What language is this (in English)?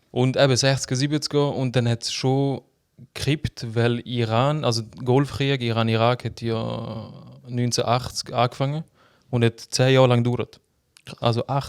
Swiss German